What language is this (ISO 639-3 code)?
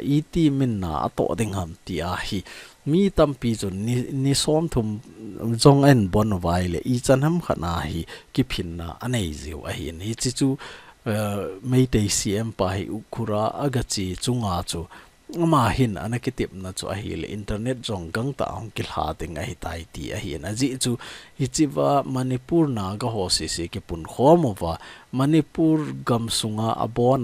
tcz